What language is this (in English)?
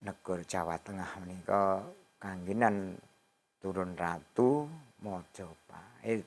Javanese